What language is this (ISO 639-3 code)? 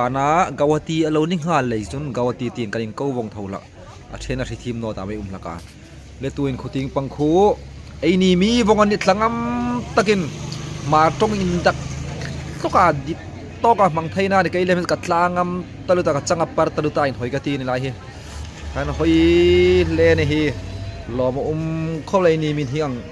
hmr